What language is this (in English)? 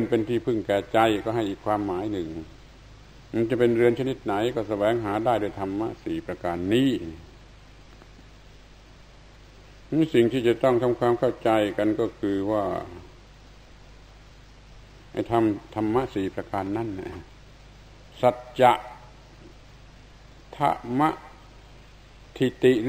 Thai